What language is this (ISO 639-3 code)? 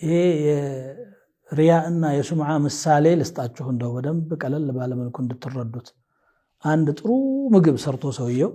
amh